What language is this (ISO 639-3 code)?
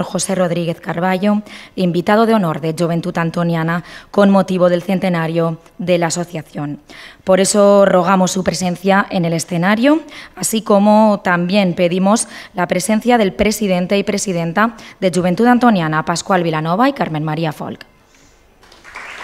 spa